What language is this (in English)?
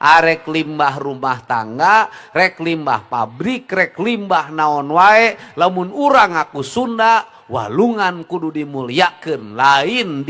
Sundanese